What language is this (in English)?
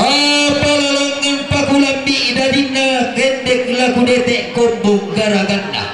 Toraja-Sa'dan